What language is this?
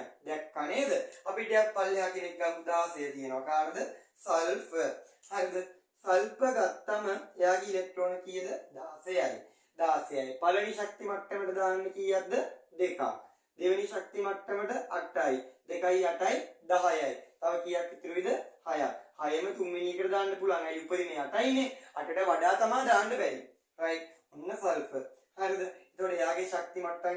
Sinhala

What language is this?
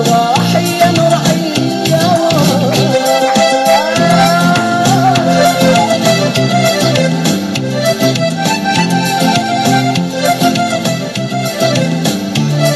Romanian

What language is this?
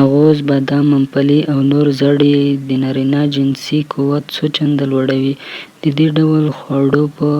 Pashto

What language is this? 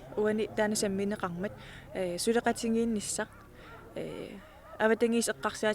Kalaallisut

